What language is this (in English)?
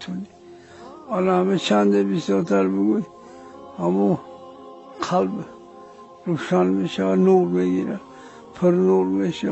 Tajik